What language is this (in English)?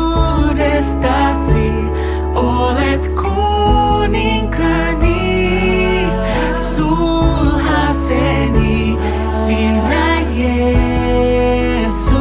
Finnish